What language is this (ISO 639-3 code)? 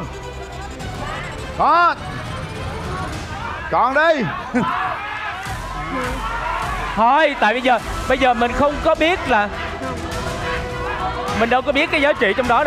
vie